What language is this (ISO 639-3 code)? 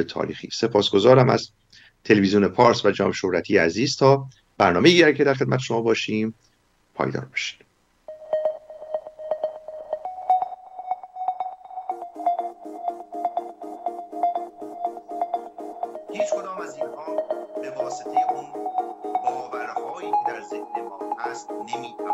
fas